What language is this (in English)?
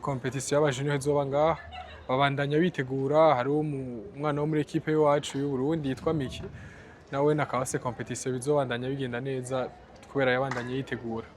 Rundi